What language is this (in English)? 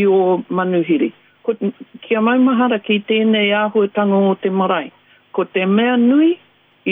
Māori